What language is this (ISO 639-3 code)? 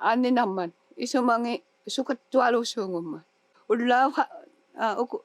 iku